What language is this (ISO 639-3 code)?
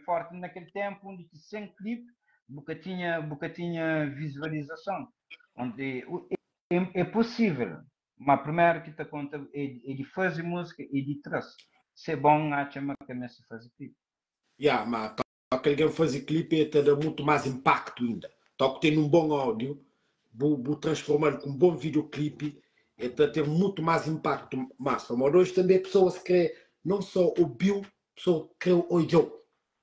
kea